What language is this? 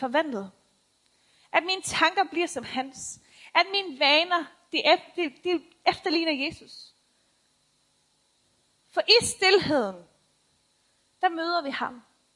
Danish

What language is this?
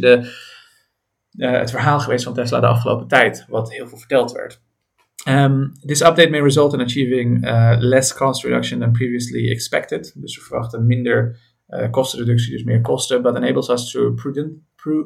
Dutch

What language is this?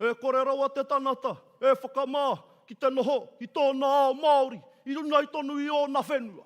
Māori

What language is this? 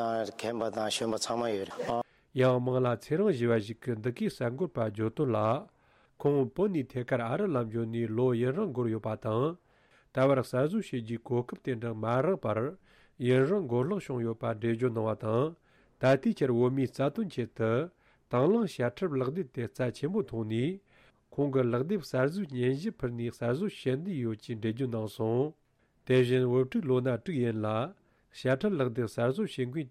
Tibetan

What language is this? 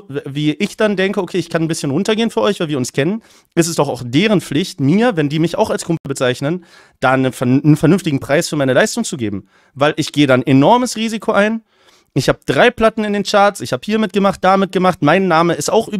German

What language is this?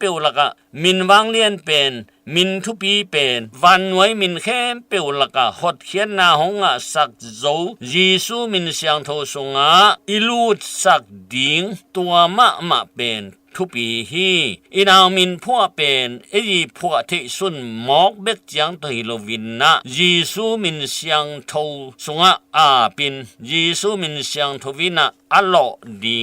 Tedim Chin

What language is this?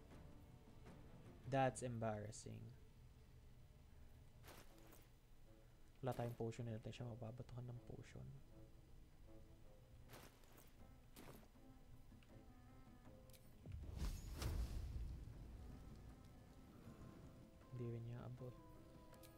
Filipino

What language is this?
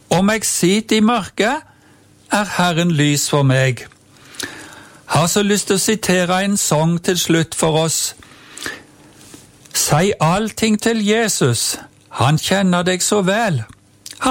Norwegian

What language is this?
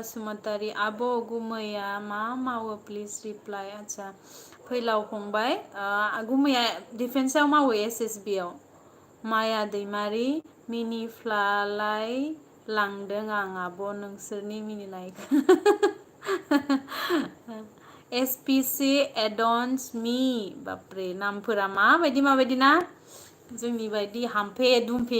Bodo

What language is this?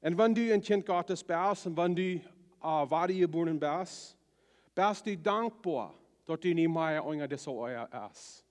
Plautdietsch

